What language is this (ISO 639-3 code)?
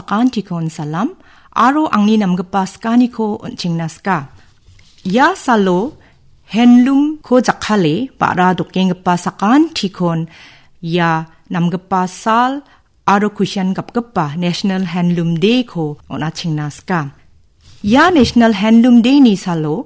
grt